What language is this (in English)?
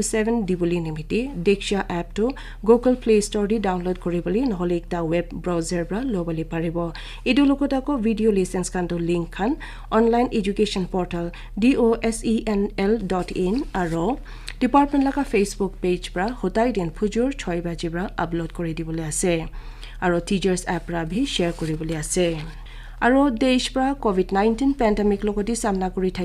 Naga Pidgin